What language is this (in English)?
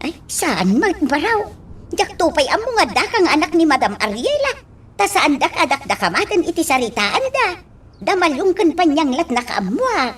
Iloko